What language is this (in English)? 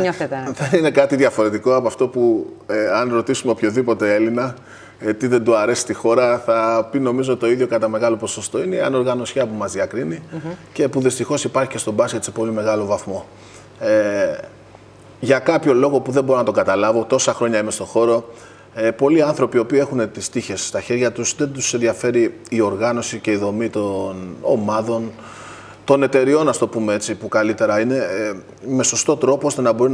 Greek